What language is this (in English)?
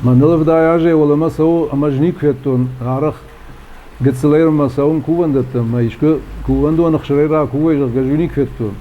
Ossetic